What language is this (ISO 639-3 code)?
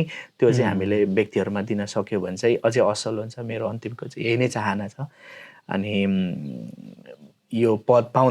nep